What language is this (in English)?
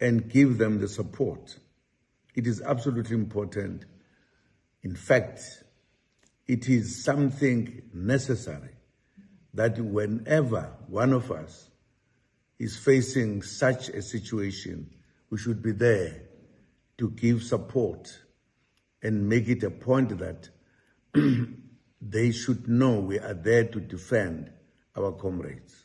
Zulu